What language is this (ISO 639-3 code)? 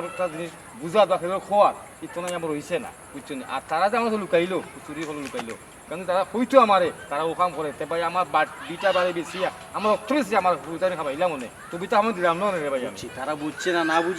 syl